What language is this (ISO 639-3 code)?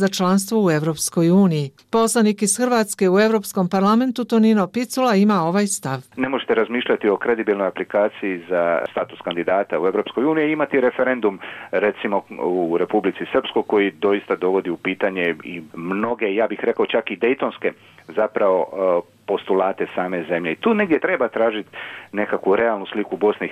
bos